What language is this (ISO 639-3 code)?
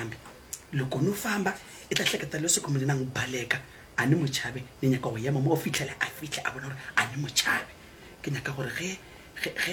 nso